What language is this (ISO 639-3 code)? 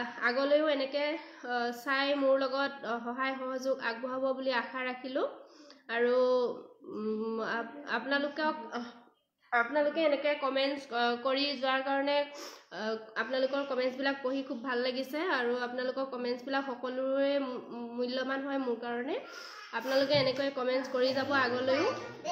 asm